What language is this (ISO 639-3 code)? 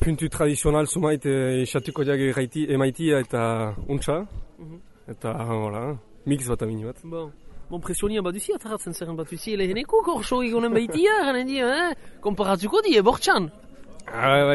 eus